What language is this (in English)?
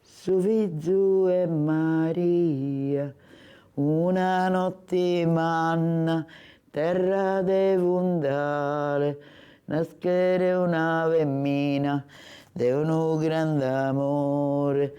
Sardinian